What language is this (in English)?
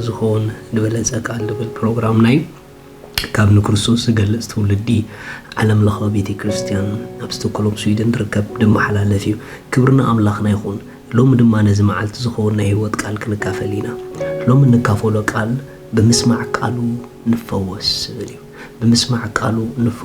Tigrinya